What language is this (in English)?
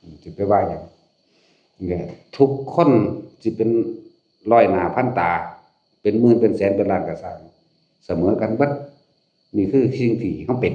Northeastern Thai